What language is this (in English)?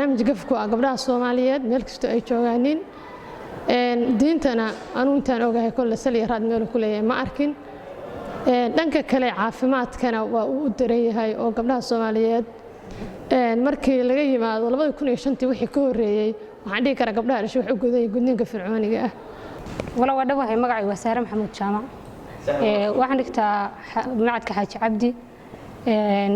Somali